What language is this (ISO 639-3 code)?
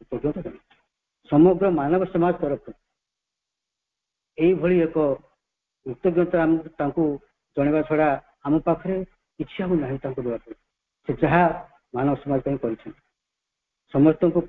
ori